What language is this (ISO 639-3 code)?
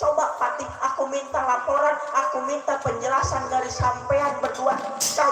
bew